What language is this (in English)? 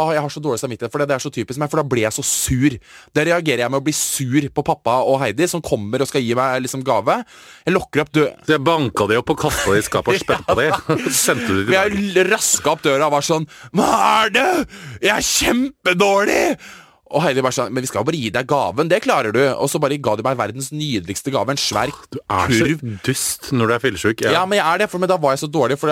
Norwegian